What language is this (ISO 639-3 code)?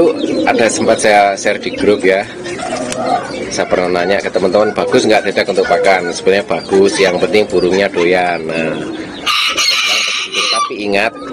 ind